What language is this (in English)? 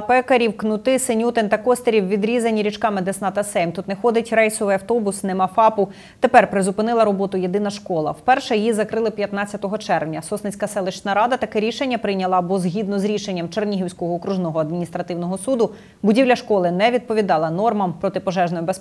Ukrainian